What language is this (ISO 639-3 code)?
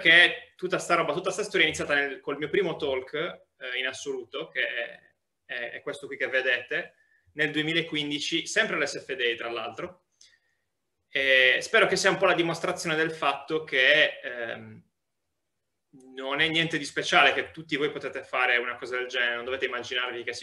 ita